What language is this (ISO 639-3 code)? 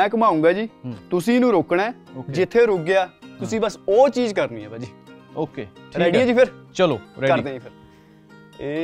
pan